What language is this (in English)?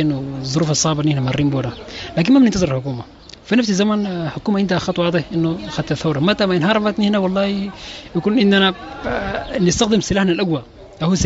Sudanese Arabic